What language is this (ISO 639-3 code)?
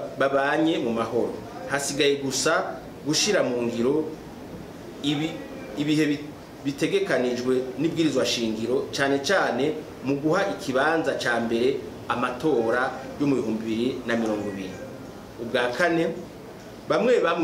run